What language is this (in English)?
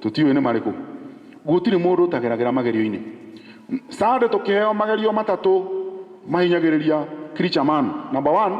Kikuyu